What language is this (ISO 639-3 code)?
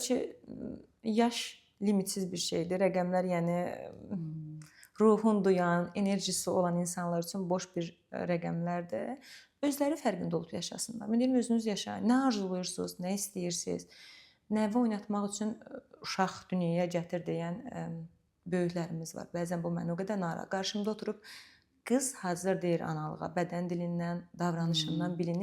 aze